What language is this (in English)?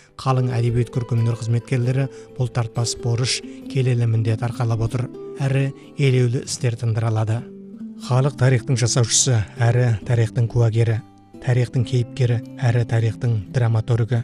Kazakh